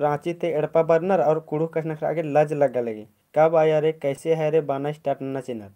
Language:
Kurukh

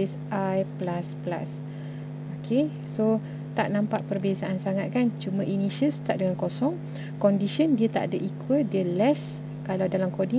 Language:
Malay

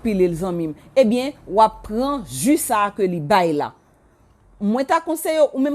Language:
Haitian Creole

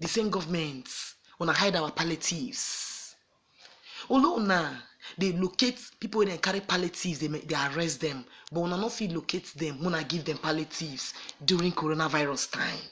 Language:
Nigerian Pidgin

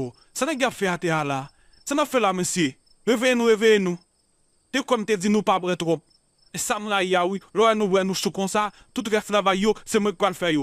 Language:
Haitian Creole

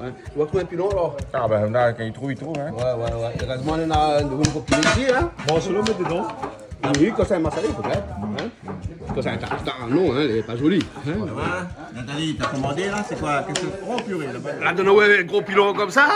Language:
Réunion Creole French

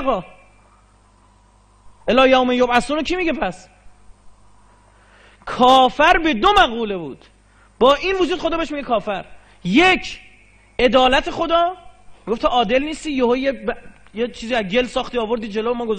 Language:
Persian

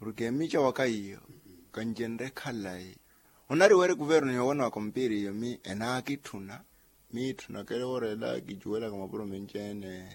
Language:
Makhuwa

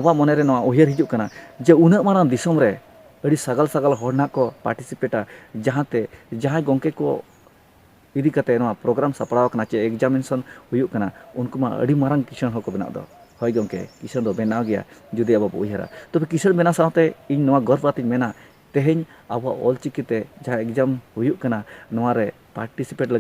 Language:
Santali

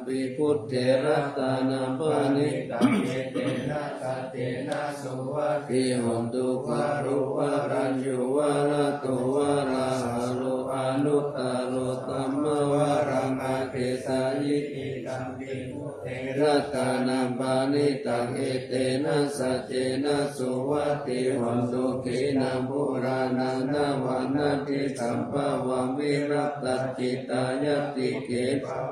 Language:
Pali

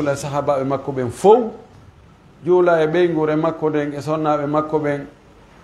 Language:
Pular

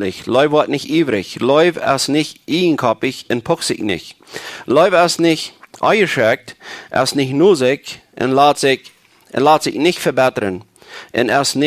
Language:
Plautdietsch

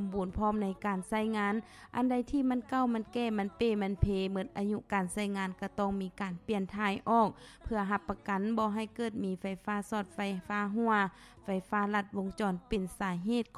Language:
Lao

